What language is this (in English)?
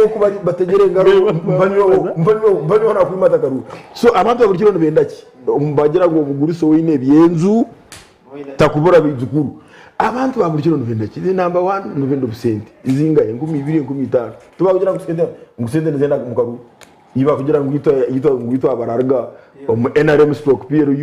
Nyankole